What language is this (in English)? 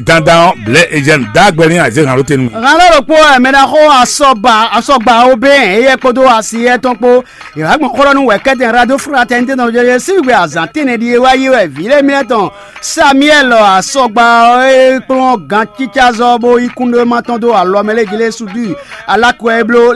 Fon